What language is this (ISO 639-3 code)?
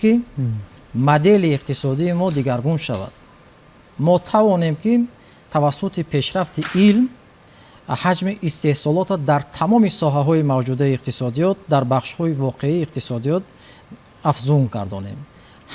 tgk